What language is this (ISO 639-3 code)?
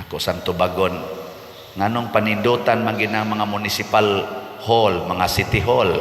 ceb